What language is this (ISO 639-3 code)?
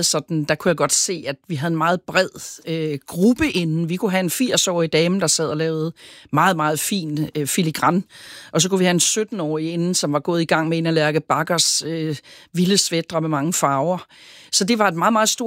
dan